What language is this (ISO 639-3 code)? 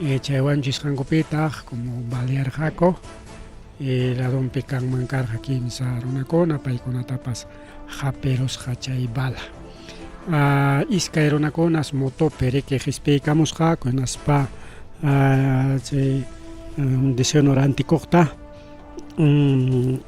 quy